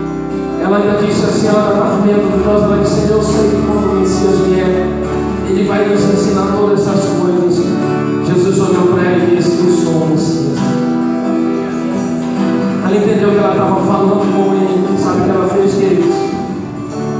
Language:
Portuguese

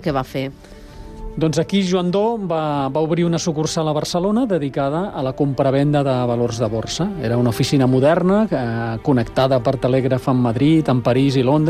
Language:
Catalan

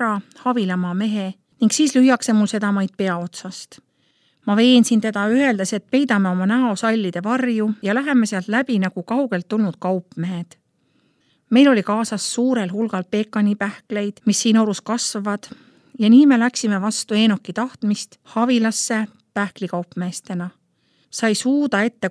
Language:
Estonian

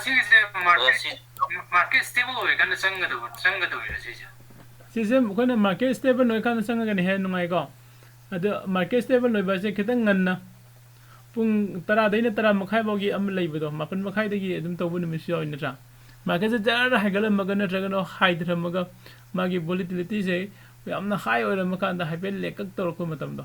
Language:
Manipuri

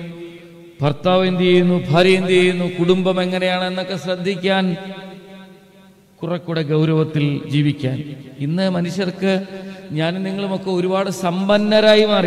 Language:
Malayalam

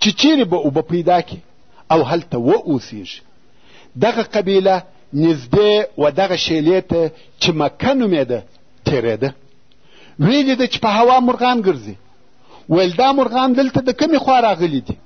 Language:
Pashto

